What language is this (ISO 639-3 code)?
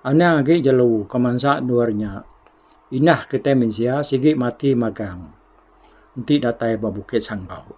iba